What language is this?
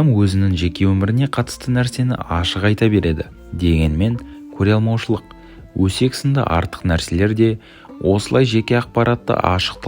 Kazakh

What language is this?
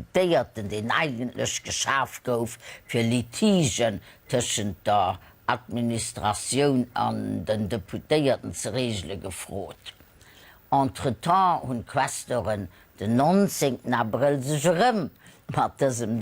Luxembourgish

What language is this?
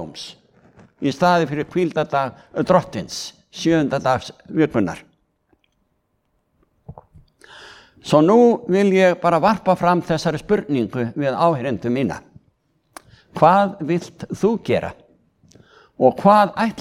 Icelandic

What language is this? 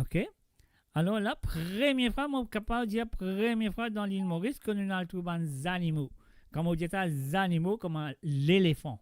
Morisyen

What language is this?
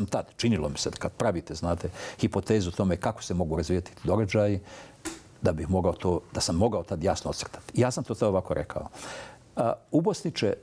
Bosnian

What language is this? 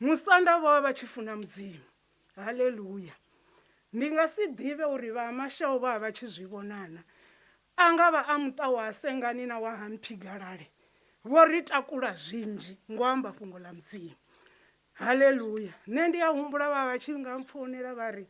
Venda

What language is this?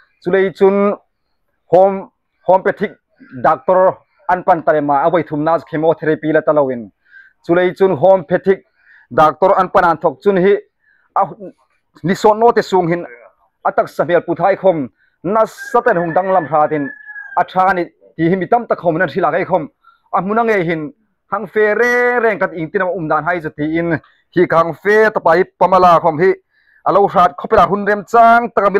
Hmar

